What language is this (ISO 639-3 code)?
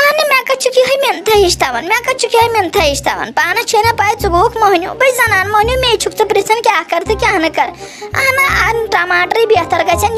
kas